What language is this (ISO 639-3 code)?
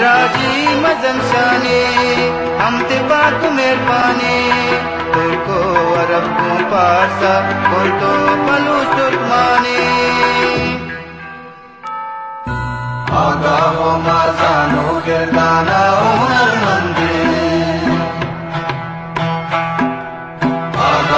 fas